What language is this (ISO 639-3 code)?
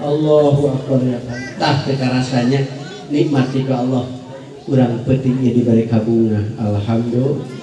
sun